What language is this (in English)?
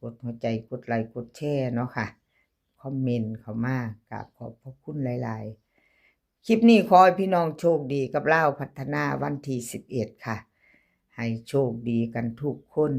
Northeastern Thai